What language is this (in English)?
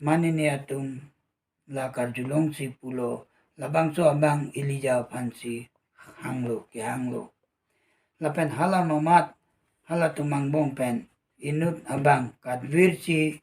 Karbi